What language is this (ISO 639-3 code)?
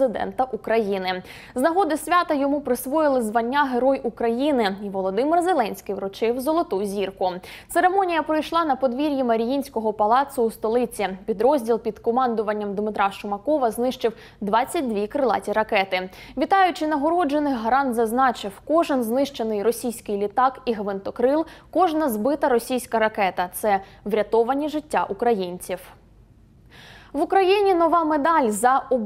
ukr